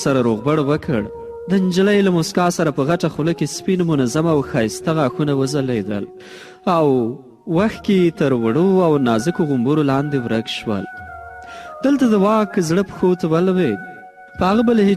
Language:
Pashto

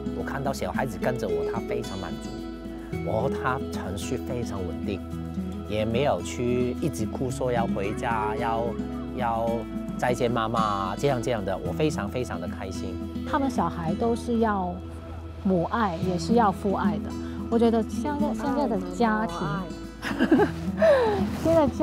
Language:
Chinese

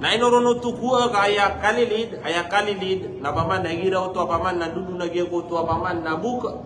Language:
Maranao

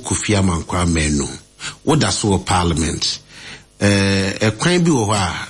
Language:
Akan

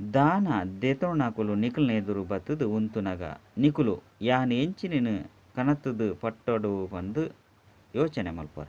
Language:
Tulu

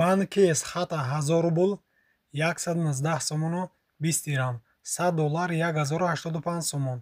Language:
Tajik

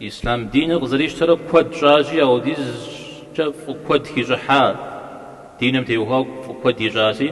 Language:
Kabardian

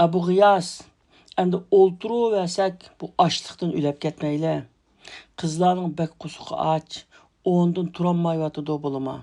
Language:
Uyghur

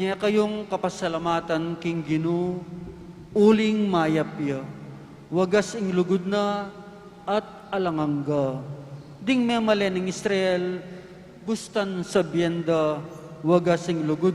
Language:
Pampanga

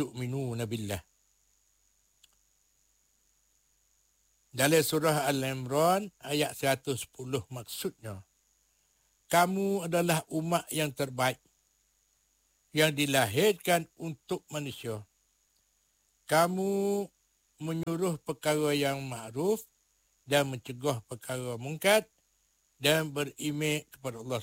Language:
Malay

